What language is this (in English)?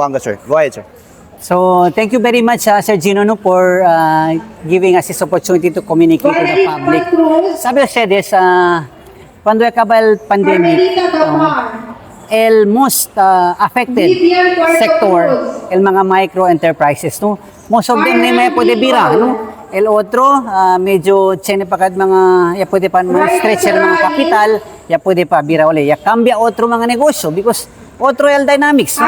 Chavacano